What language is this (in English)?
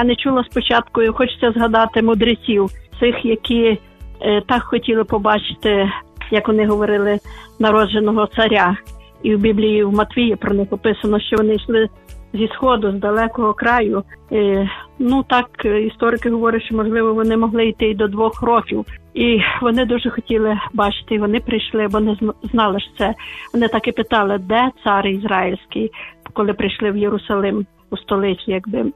Ukrainian